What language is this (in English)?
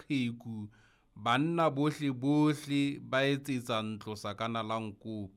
Southern Sotho